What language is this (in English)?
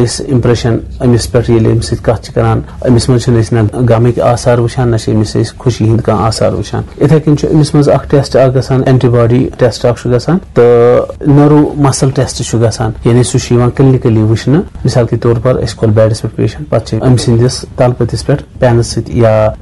Kashmiri